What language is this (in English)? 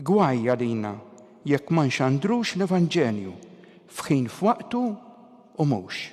Maltese